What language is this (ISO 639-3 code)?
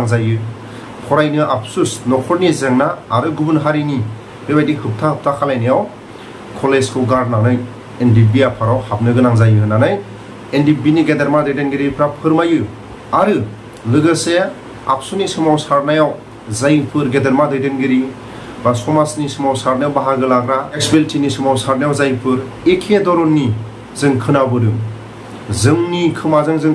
brx